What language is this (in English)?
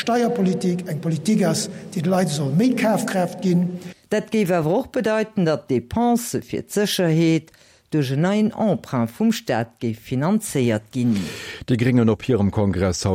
Luxembourgish